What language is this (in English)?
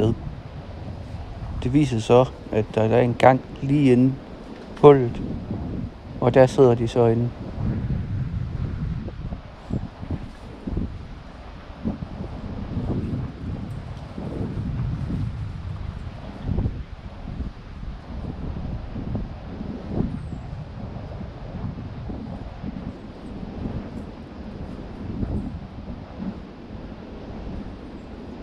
Danish